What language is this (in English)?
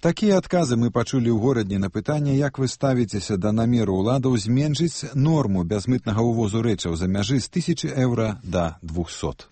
Belarusian